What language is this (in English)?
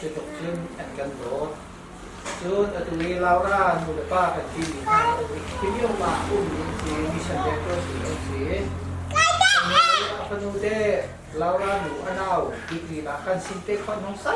Hakha Chin